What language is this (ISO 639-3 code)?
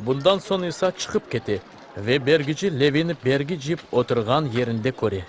crh